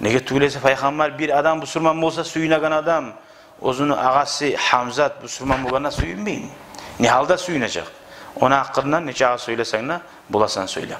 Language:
Kumyk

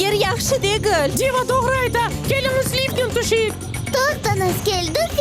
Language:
Crimean Tatar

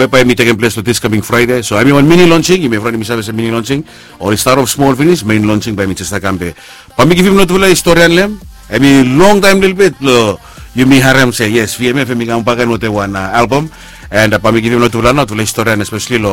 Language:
Bislama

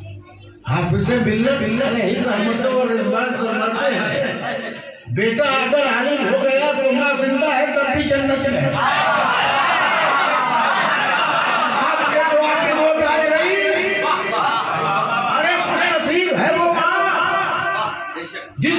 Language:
Urdu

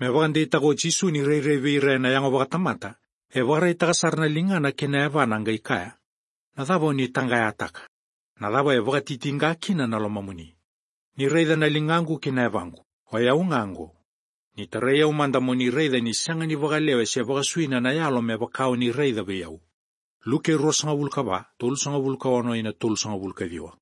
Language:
Fijian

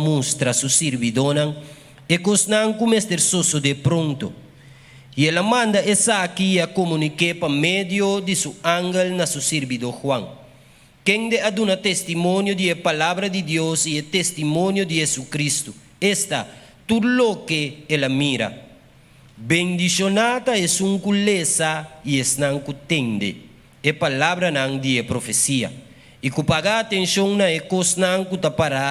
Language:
Papiamento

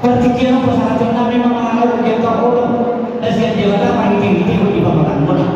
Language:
Batak Toba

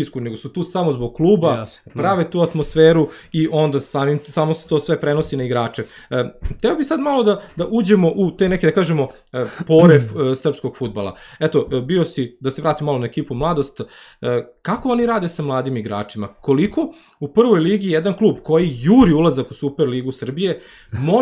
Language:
Serbian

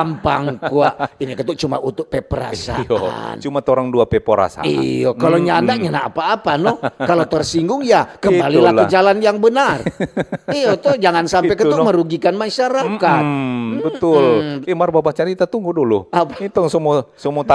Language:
Manado Malay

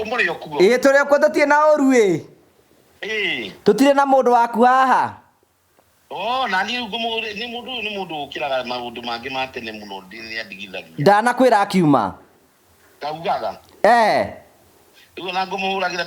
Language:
Kikuyu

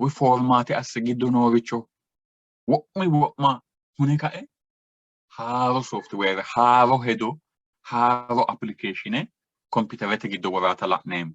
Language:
Sidamo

